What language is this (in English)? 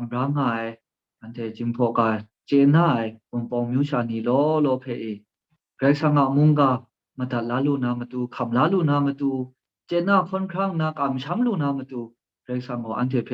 Kachin